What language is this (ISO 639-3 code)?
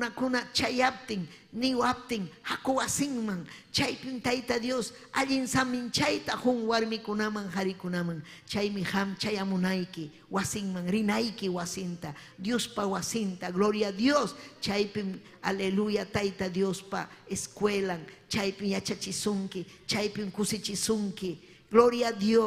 quy